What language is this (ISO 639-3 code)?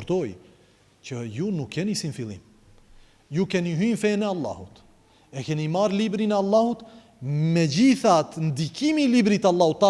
sqi